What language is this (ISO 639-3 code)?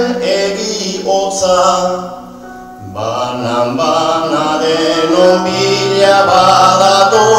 eus